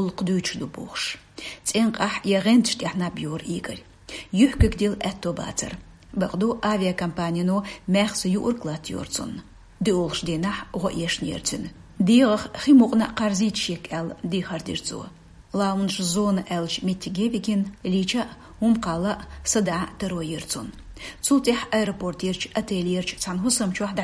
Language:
Chechen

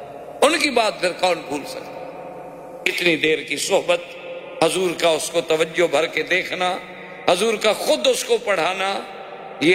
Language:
Urdu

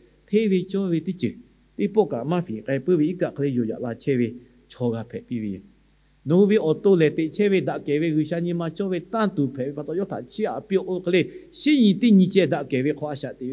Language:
Lahu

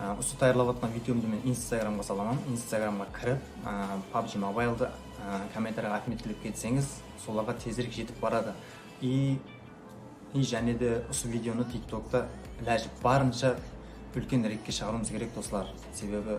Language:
Kara-Kalpak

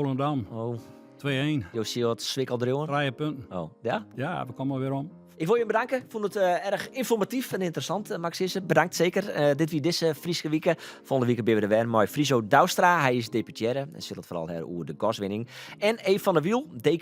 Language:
Western Frisian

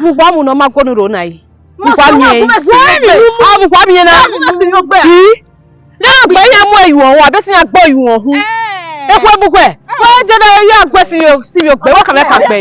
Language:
Bini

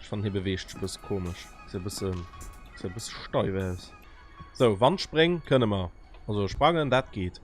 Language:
Luxembourgish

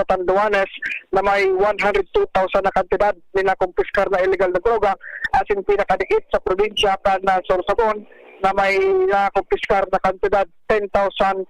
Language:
Bikol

